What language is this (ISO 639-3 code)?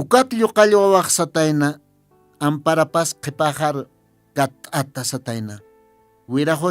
aym